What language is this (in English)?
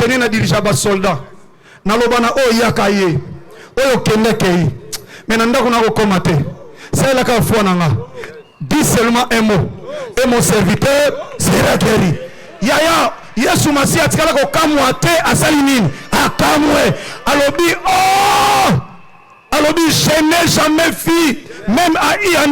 Lingala